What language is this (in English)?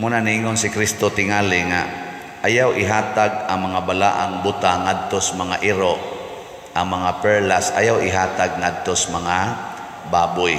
Cebuano